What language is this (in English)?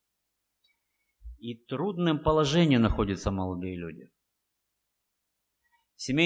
Russian